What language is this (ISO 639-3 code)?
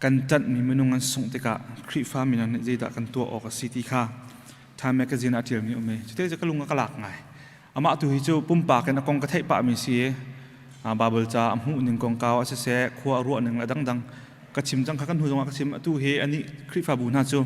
cnh